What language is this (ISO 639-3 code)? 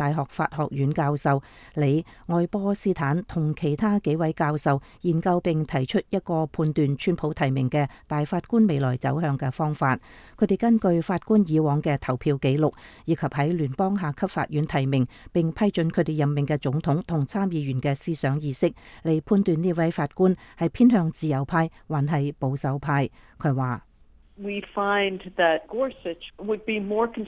yue